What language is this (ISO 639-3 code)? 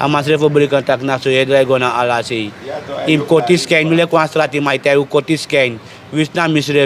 srn